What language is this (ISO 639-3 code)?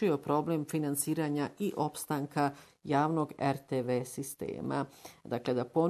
bos